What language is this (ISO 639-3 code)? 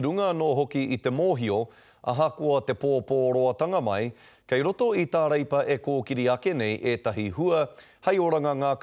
mri